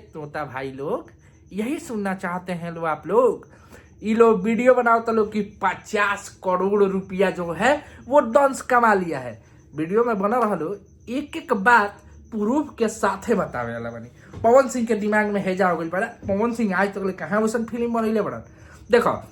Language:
Bhojpuri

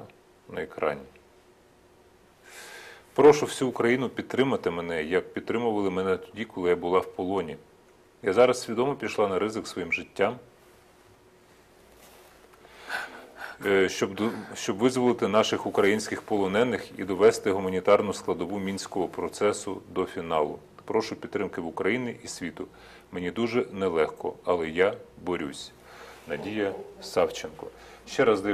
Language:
Ukrainian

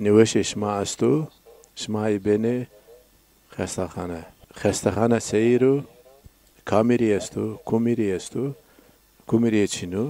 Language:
Zaza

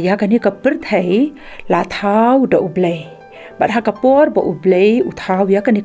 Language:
Khasi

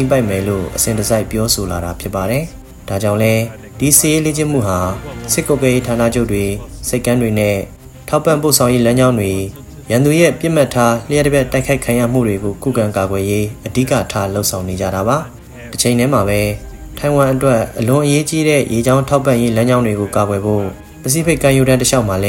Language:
Burmese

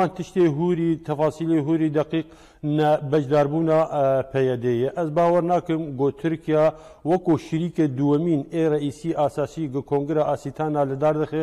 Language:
Kurdish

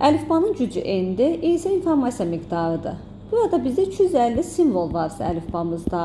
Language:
Azerbaijani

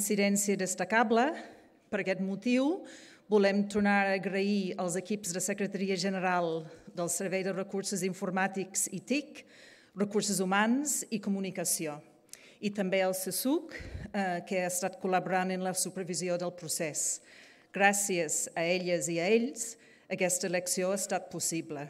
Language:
Catalan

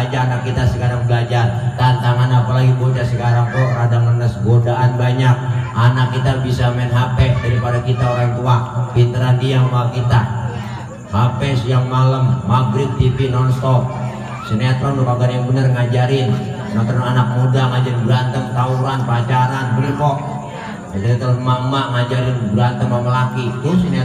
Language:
Betawi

